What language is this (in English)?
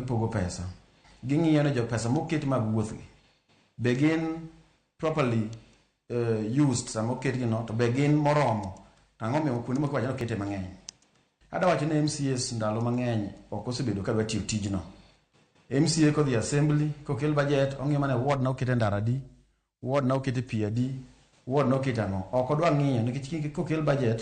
Luo (Kenya and Tanzania)